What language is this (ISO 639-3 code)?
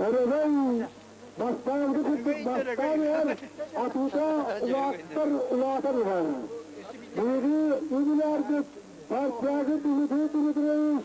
sah